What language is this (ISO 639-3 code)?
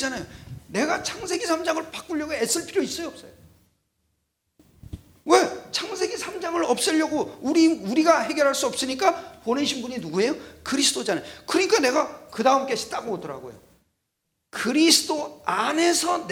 kor